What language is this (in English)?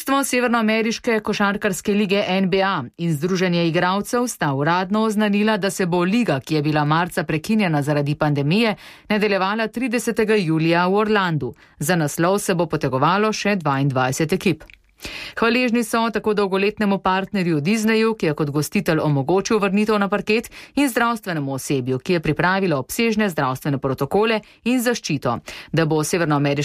Slovenian